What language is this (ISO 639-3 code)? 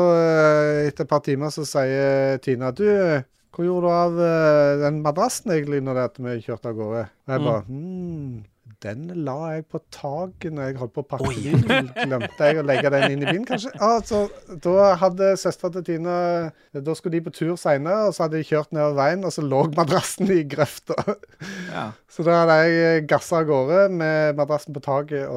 nor